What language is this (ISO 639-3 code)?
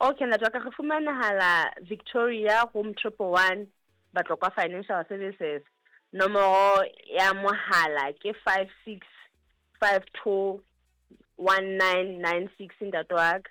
sot